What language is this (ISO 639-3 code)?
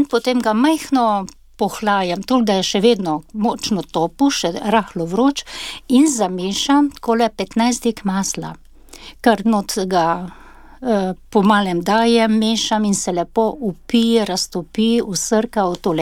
slv